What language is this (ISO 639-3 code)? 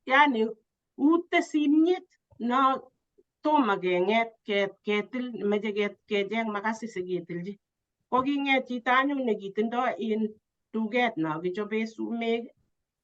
kln